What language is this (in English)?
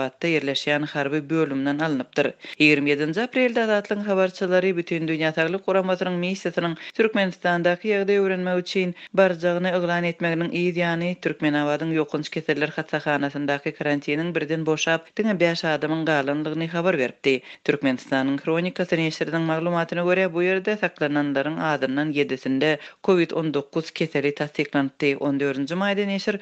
Turkmen